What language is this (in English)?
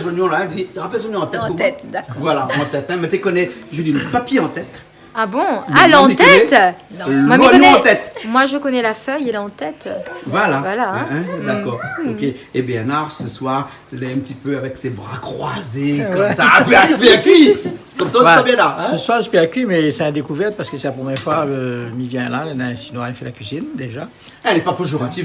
Réunion Creole French